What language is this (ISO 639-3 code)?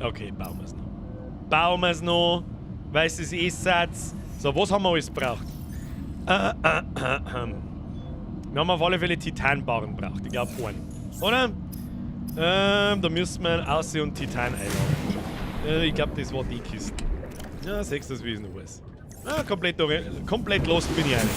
bar